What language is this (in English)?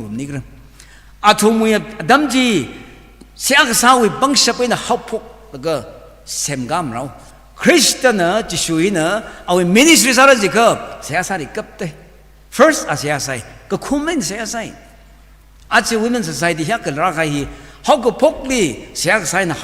Tangkhul Naga (India)